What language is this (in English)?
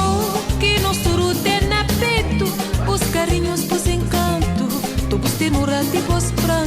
Kabuverdianu